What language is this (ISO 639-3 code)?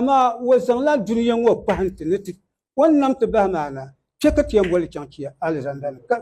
dag